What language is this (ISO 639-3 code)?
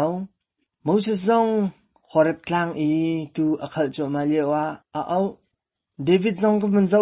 cnh